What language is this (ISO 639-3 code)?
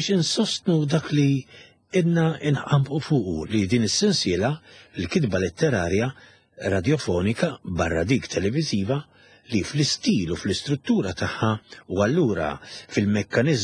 mlt